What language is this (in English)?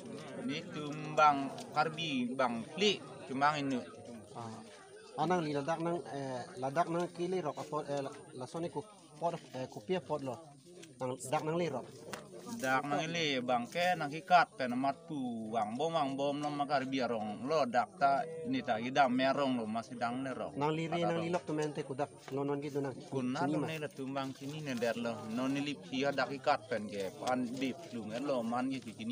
Karbi